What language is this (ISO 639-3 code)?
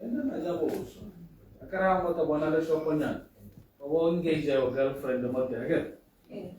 tsn